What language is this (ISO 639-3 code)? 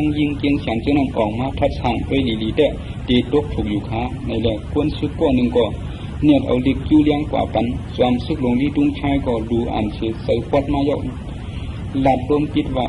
shn